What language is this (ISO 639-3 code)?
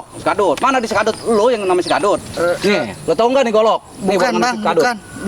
bew